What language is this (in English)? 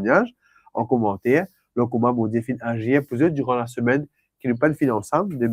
Morisyen